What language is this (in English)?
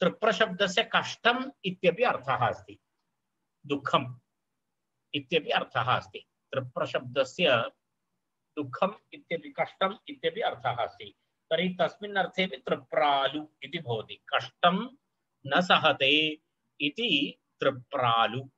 Sanskrit